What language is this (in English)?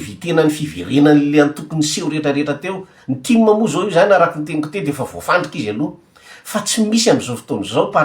Malagasy